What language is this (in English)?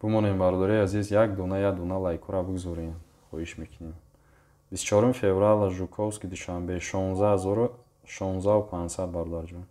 Tajik